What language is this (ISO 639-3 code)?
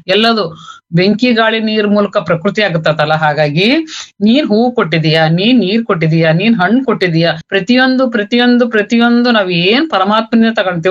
kan